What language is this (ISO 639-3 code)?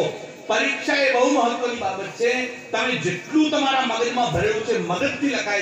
guj